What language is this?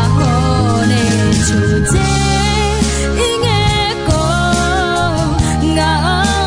Akha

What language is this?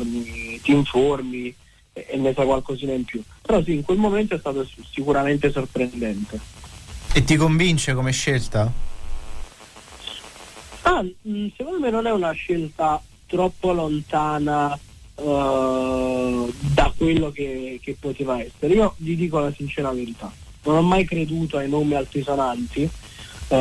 Italian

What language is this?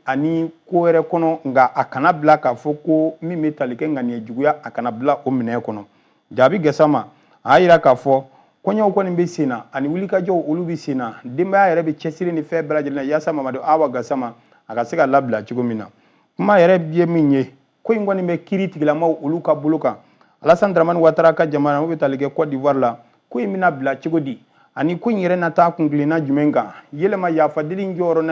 Bambara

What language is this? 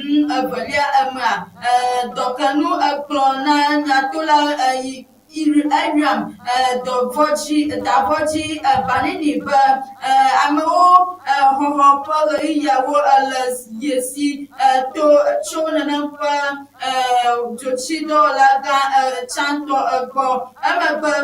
Ewe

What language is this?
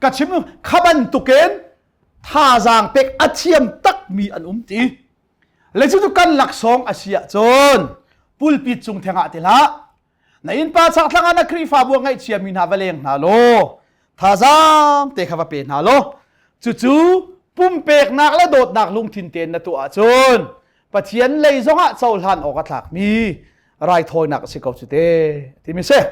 Hakha Chin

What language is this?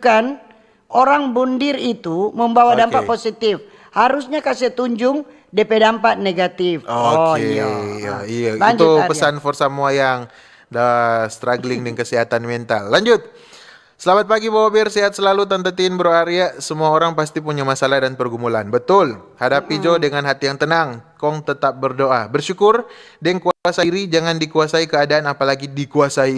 Manado Malay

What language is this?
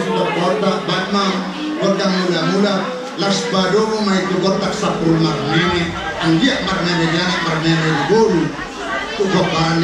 Batak Toba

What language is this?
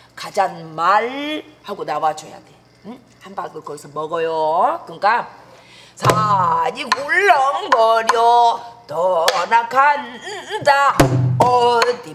Korean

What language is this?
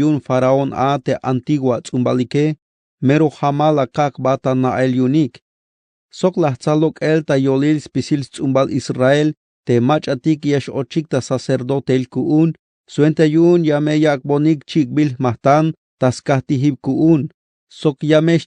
Tzeltal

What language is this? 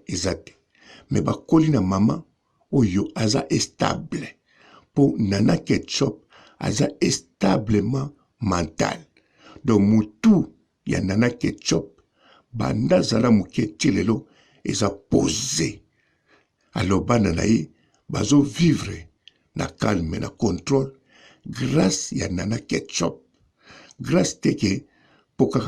Lingala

